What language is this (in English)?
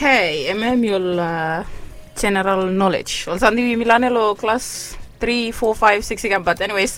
Bislama